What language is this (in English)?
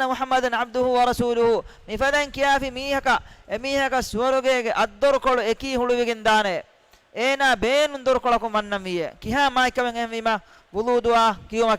Divehi